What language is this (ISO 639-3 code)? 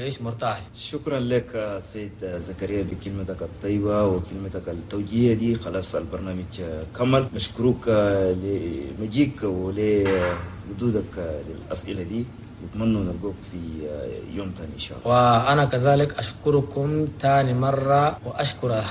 shu